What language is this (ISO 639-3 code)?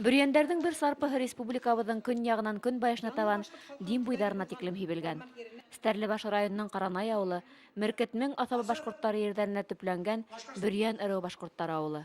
bak